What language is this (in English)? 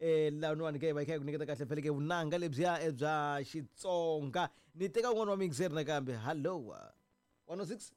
Tsonga